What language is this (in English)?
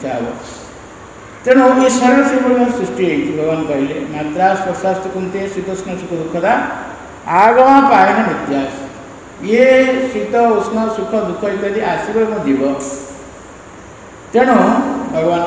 Odia